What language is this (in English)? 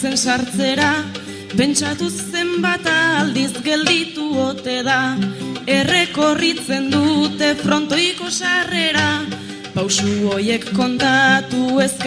Basque